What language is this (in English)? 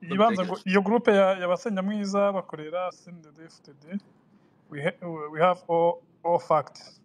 Rundi